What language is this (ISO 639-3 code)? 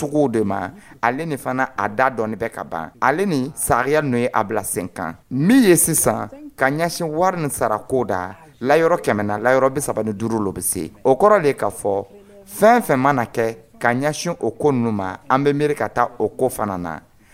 dyu